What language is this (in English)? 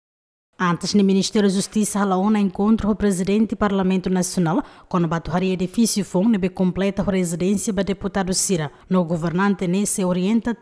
Tetum